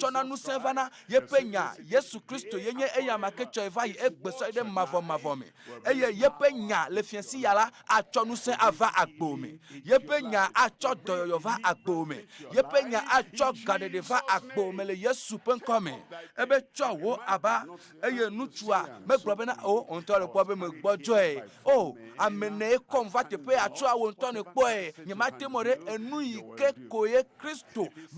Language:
Ewe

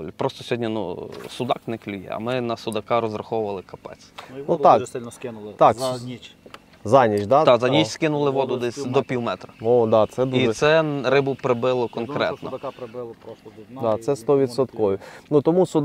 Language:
Ukrainian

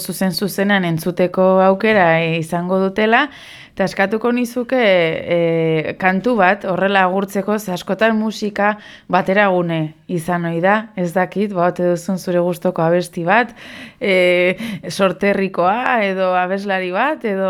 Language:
Basque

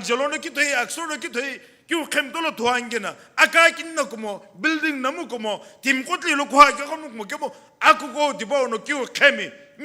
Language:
Sumi Naga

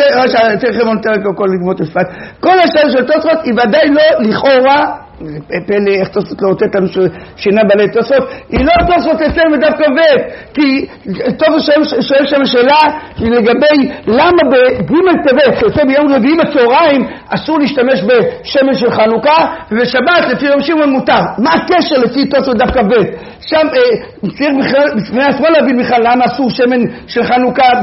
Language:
Hebrew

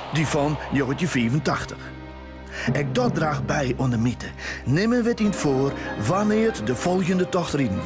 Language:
Western Frisian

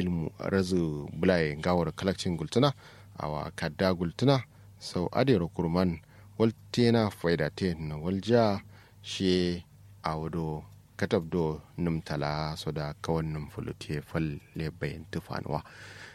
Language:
Kanuri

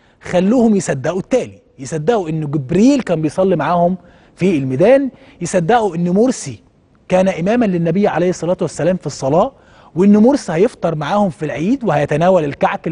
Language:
Egyptian Arabic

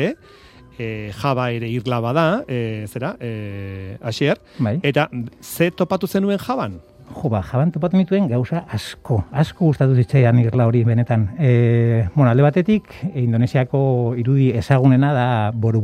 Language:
Basque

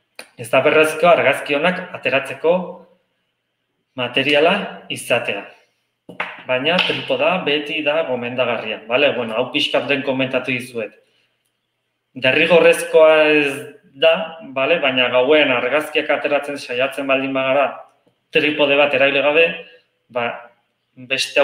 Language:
Basque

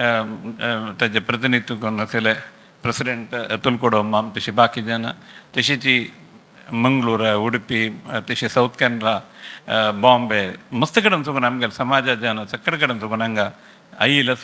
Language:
Konkani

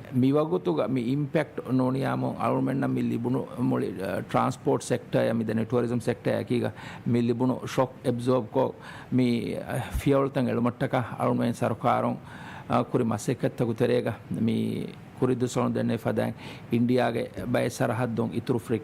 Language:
Divehi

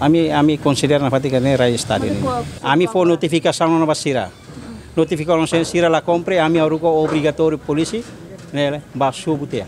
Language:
Tetum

